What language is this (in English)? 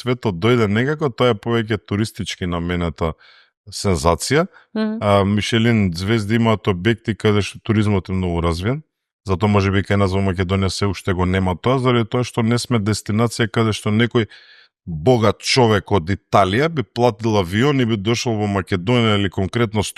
Macedonian